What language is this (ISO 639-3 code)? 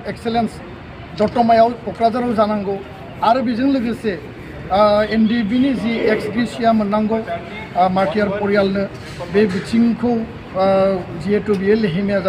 brx